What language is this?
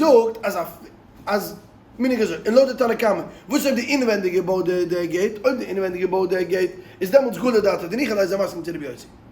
Yiddish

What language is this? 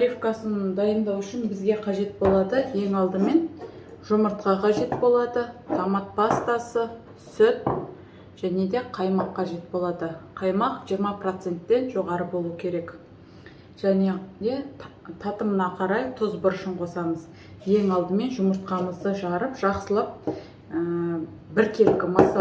Kazakh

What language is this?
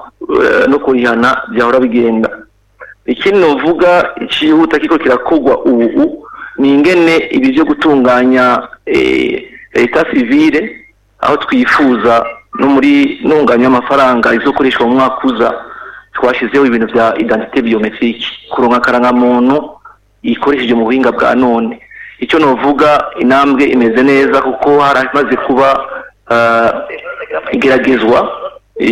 Rundi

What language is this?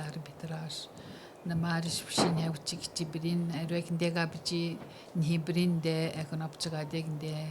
Atikamekw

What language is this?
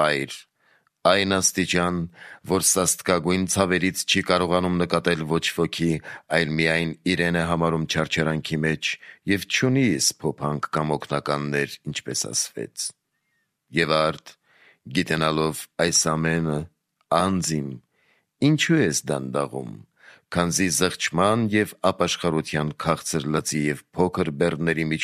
Armenian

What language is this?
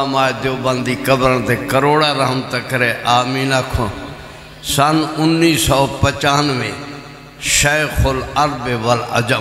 Saraiki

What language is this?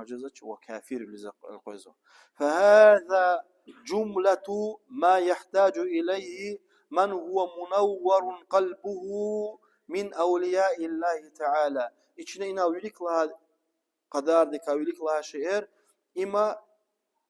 Lezghian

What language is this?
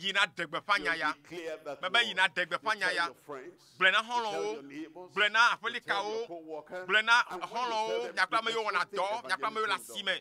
Ewe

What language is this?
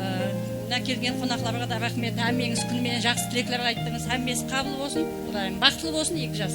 Kara-Kalpak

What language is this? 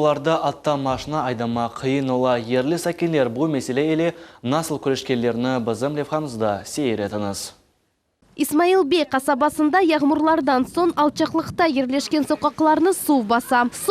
Crimean Tatar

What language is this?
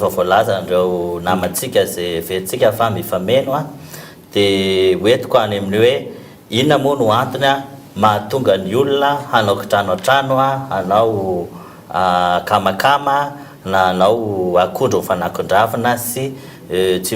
Malagasy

